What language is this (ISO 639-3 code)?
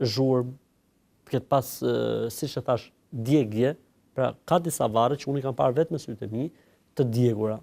sqi